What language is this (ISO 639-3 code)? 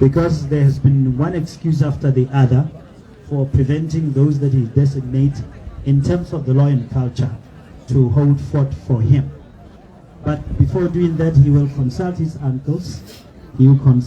tsn